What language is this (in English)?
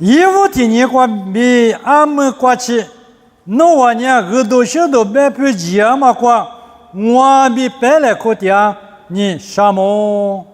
Lisu